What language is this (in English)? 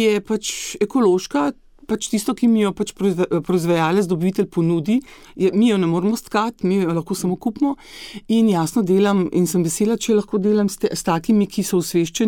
Slovenian